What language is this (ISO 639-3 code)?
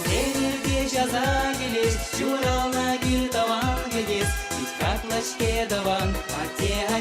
chv